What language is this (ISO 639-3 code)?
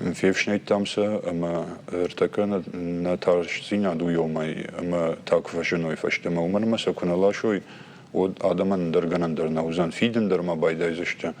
oss